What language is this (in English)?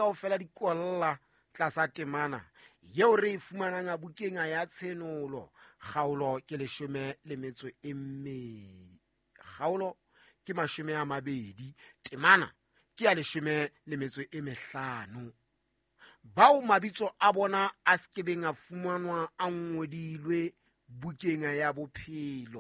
Southern Sotho